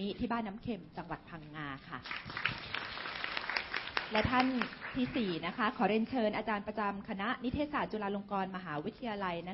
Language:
Thai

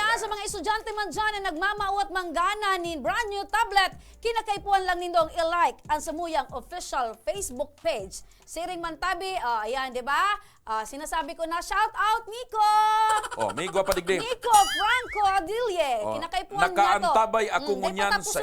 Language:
Bikol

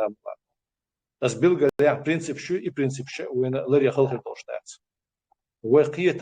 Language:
Chechen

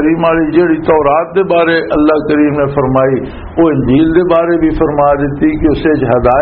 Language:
Western Panjabi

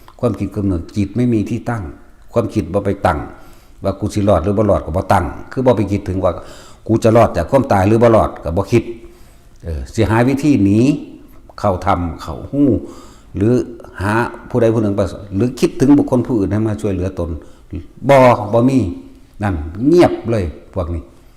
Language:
Northeastern Thai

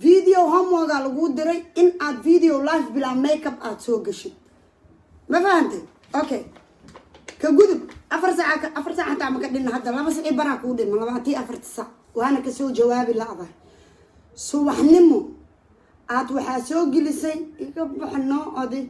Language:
Somali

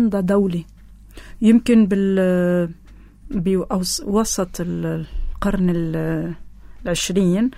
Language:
North Levantine Arabic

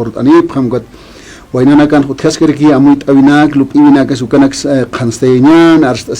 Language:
Aymara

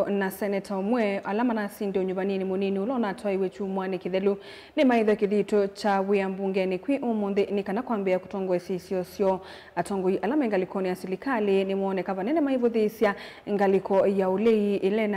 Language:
Kamba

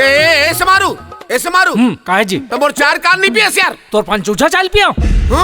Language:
Chhattisgarhi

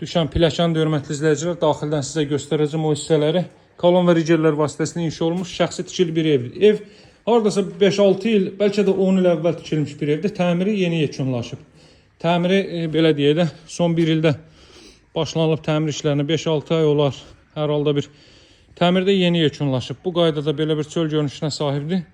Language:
Azerbaijani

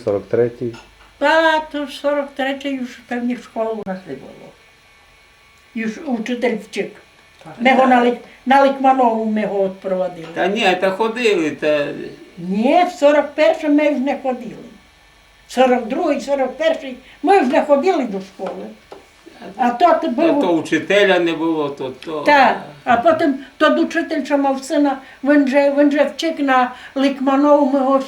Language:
Rusyn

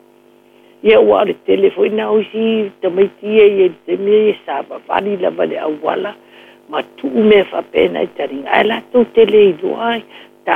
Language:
Samoan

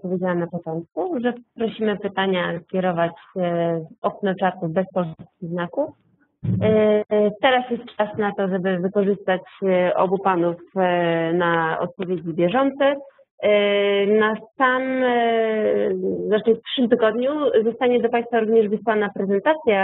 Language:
Polish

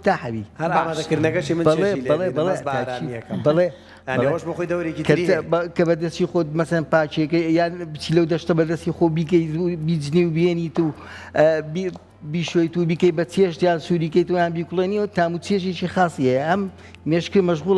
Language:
Central Kurdish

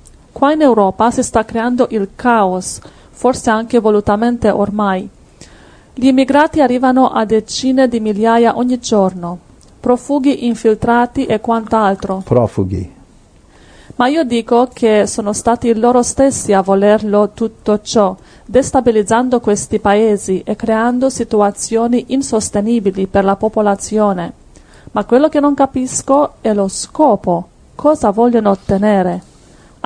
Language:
Italian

